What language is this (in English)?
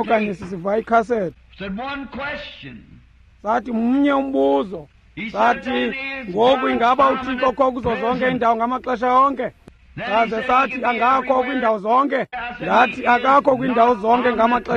Xhosa